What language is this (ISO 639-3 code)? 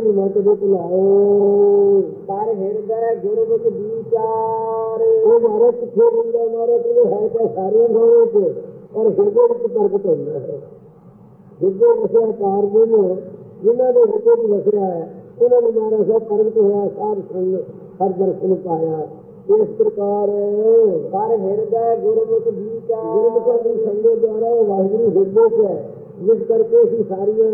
pan